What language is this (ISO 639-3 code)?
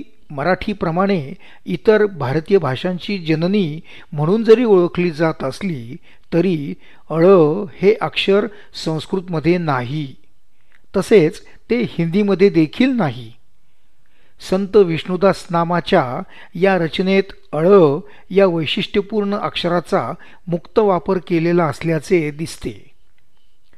mar